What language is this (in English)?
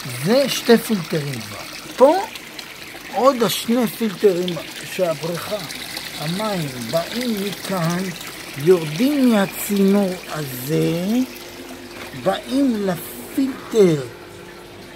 Hebrew